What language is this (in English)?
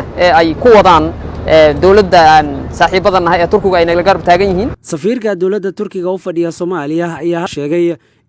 Somali